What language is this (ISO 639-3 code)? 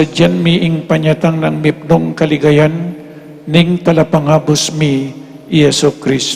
pam